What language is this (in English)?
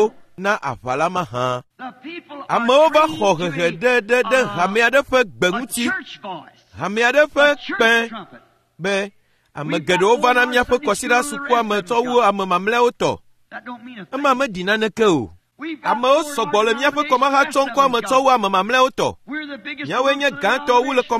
Ewe